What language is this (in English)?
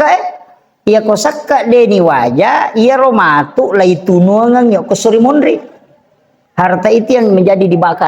Buginese